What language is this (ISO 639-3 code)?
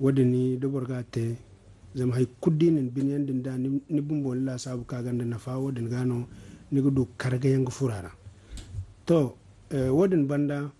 dje